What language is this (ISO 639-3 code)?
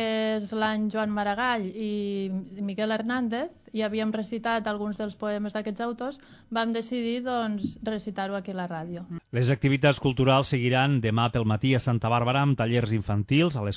cat